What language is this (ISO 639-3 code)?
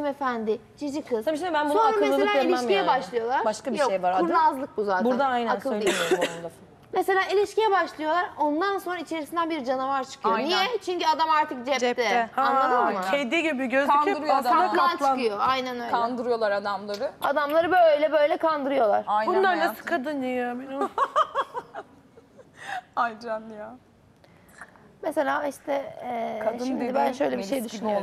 tur